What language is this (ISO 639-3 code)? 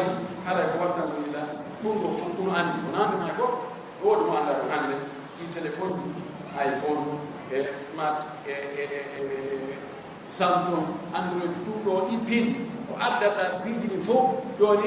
fuf